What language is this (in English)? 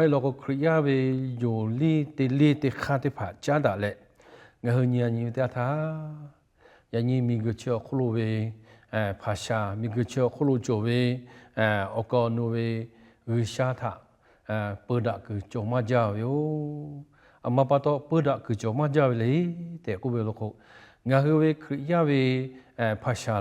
Lahu